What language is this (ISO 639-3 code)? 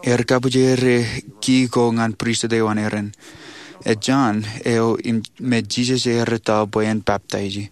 mah